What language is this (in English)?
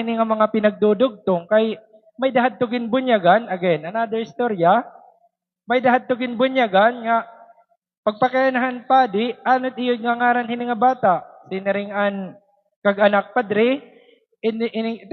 Waray